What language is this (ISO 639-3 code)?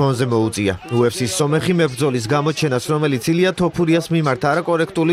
kat